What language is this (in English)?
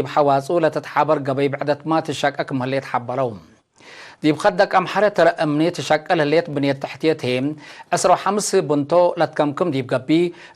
Tigre